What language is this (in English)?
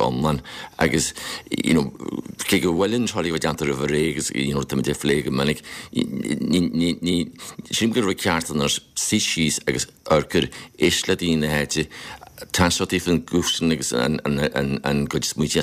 Irish